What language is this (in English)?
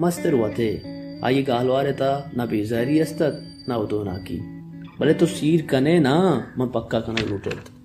Baluchi